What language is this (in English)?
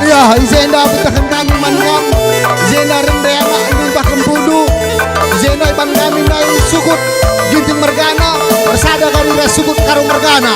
Batak Karo